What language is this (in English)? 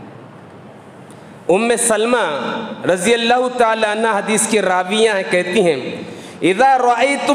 Urdu